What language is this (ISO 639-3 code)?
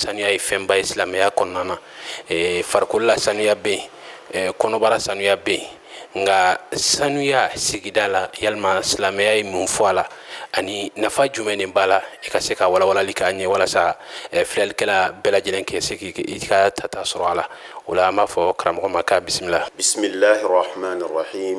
bam